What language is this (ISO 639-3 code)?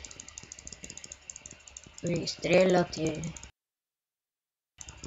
bul